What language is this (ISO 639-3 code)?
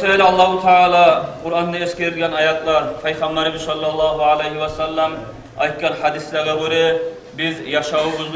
kum